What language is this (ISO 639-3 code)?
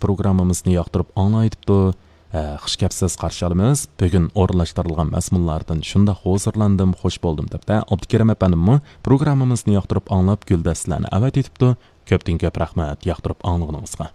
uig